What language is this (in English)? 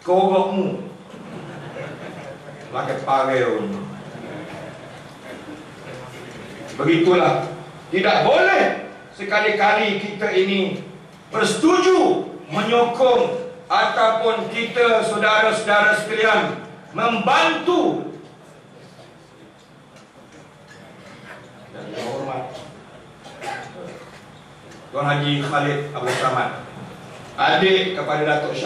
Malay